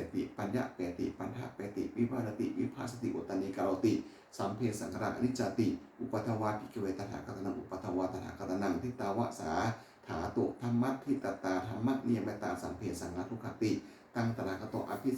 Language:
Pali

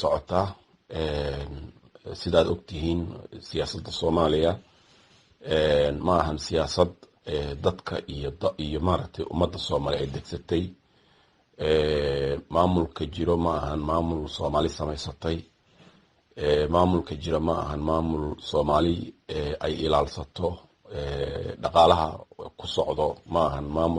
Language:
Somali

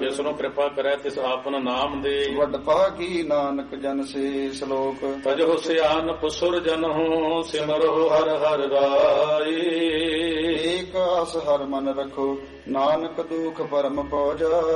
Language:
Punjabi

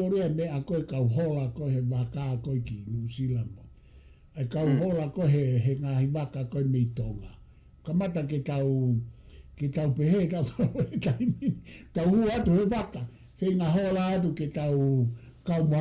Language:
Tongan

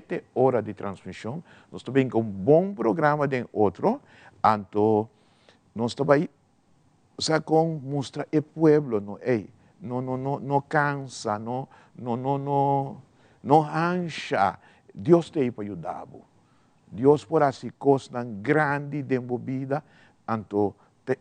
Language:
Papiamento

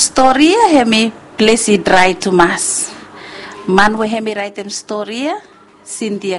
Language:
Bislama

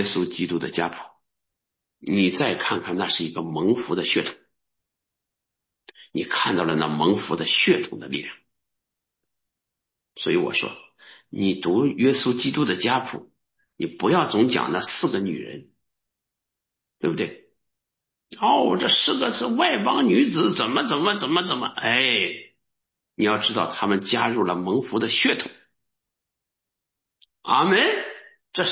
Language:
Chinese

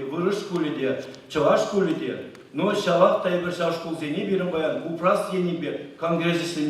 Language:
Chuvash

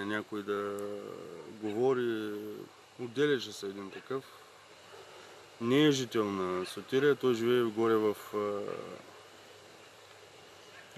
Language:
Bulgarian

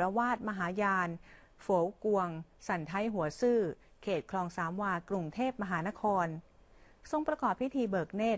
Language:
Thai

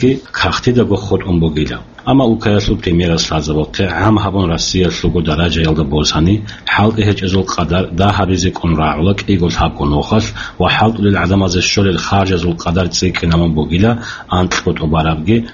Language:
Avaric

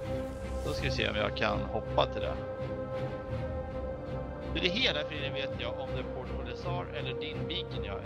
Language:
Swedish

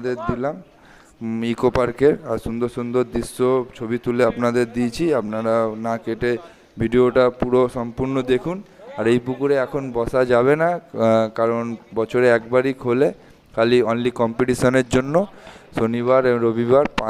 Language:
Bangla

